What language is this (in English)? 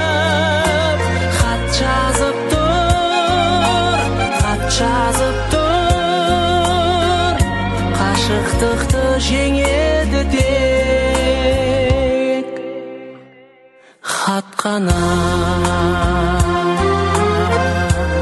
Kazakh